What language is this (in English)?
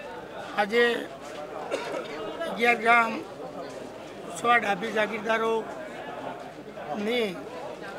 Gujarati